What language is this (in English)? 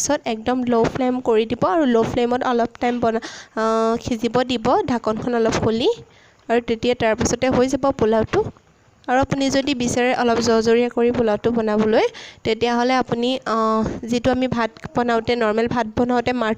Assamese